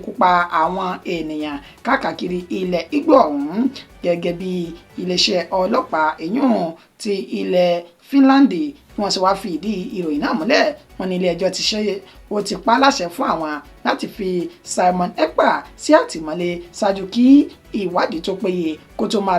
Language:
Yoruba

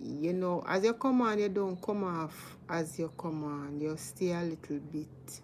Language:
Jamaican Creole English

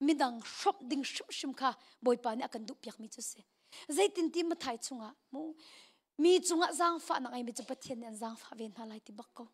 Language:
Hakha Chin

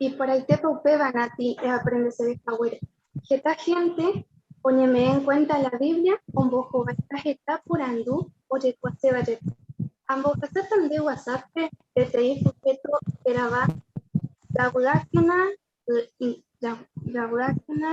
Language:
Guarani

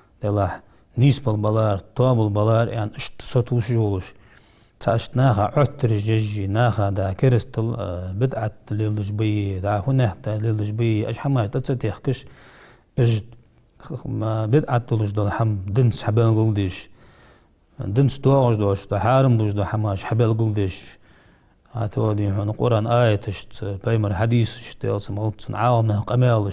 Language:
Ingush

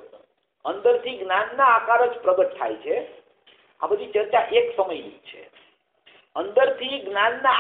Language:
Gujarati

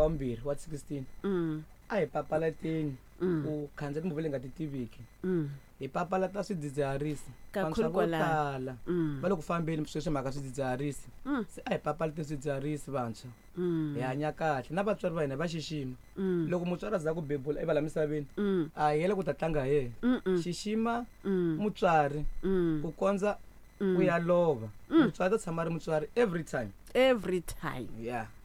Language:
Tsonga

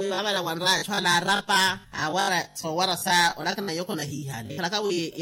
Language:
Makhuwa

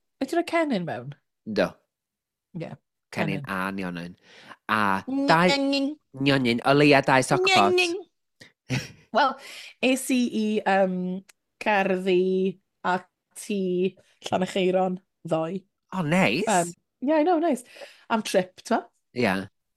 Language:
Welsh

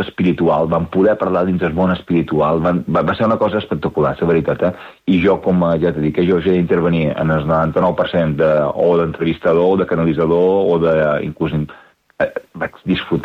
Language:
Catalan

